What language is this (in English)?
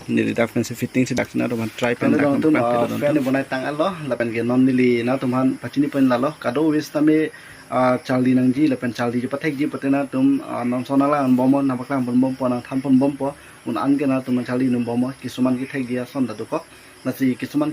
Karbi